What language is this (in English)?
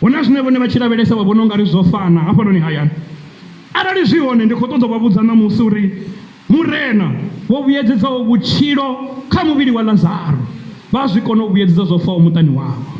Venda